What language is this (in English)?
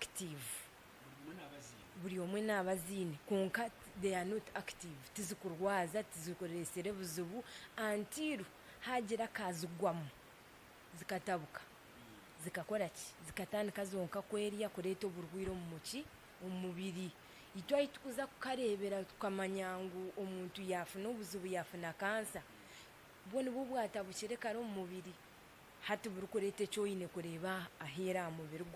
Nyankole